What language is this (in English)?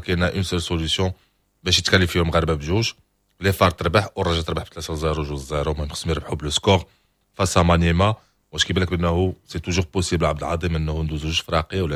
Moroccan Arabic